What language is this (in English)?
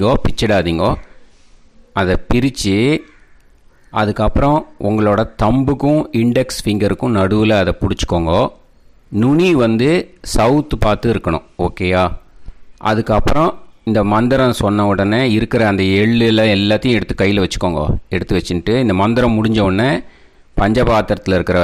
Tamil